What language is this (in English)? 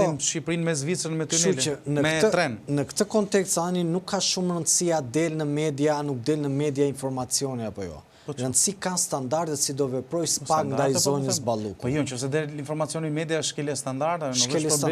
Albanian